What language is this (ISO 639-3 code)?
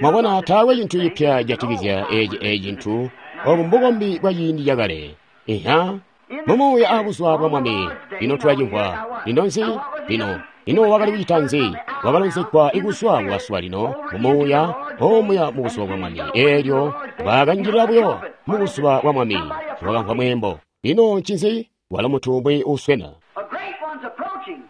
toi